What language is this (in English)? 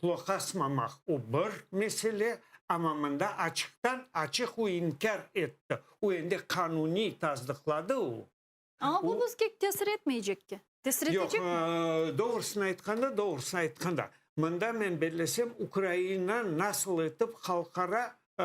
Crimean Tatar